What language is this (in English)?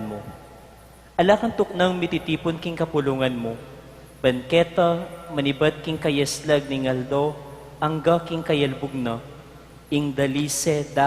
Pampanga